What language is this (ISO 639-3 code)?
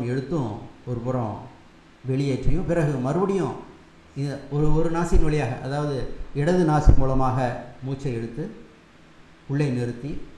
tam